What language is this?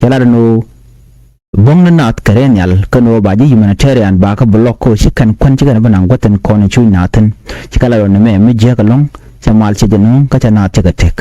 Nuer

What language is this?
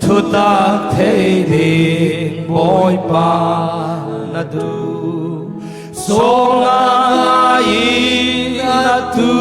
Falam Chin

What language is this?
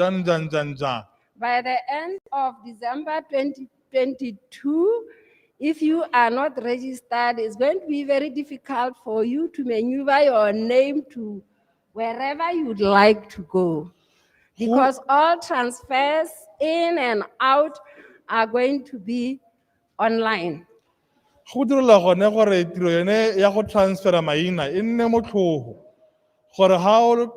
Tswana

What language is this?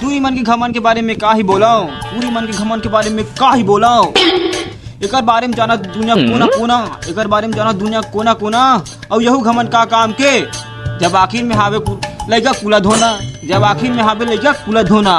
Chhattisgarhi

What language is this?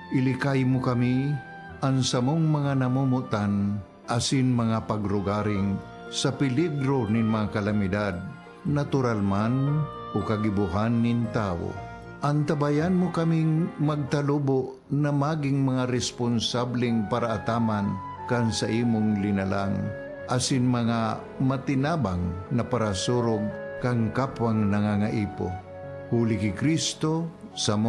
Bikol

